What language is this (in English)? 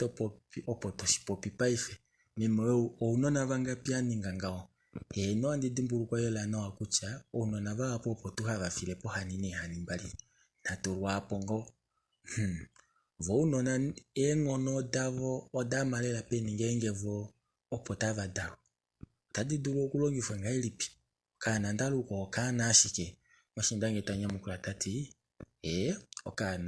Kuanyama